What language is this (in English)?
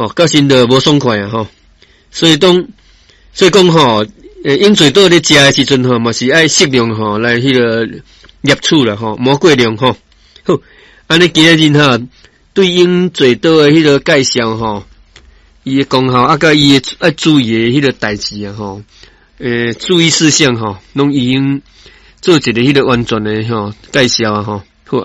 Min Nan Chinese